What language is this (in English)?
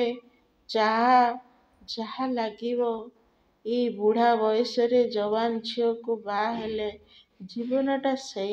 Odia